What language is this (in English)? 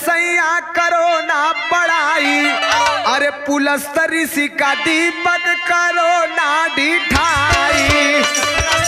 Bhojpuri